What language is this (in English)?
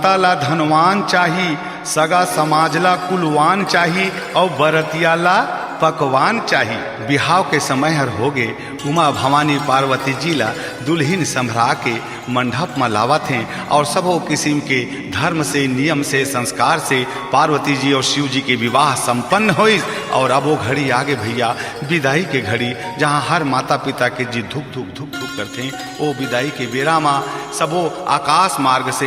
Chhattisgarhi